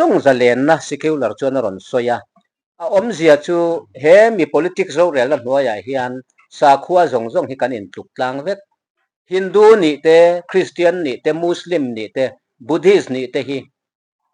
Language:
Mizo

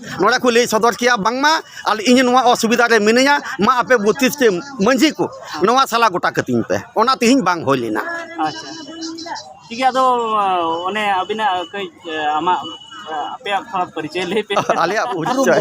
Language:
Santali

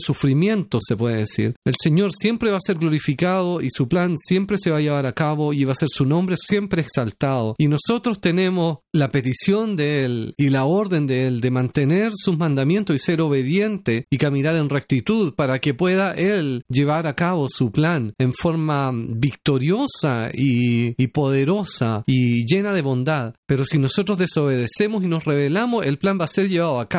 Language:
Spanish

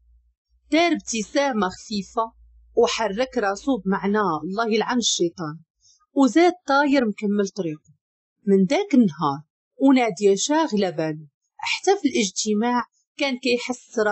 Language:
Moroccan Arabic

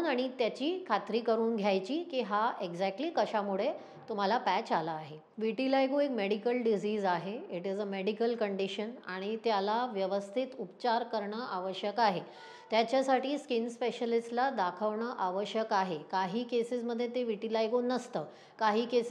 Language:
Marathi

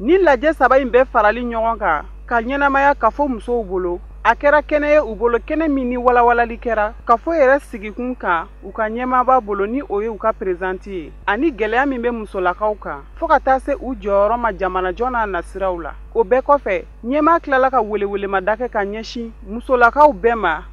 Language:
Bambara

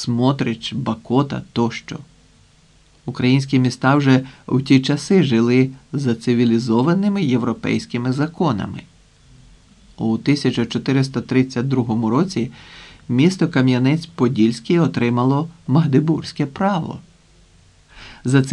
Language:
Ukrainian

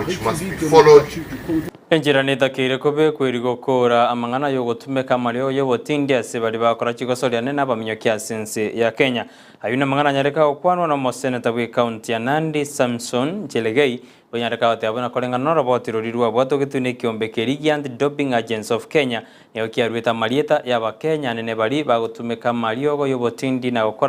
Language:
Gusii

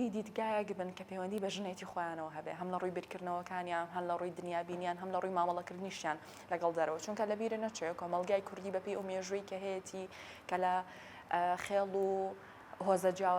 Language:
Central Kurdish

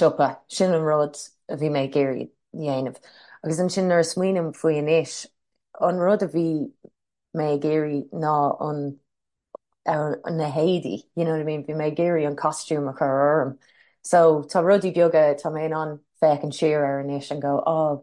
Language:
Irish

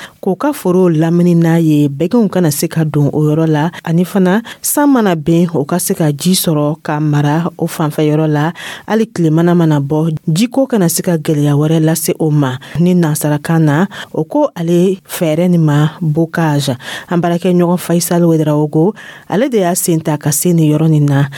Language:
Dyula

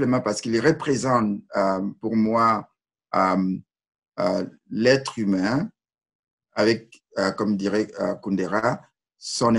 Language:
French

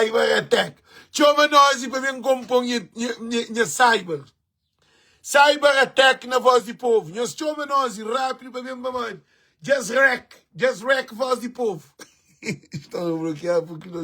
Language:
Kabuverdianu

